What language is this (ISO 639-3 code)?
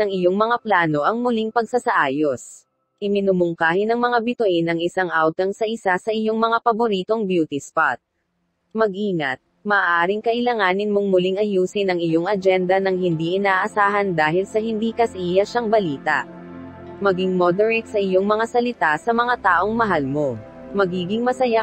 fil